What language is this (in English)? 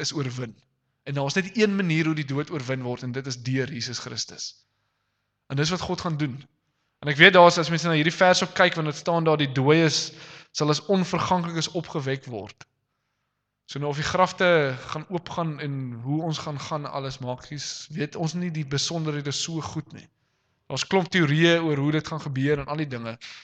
Afrikaans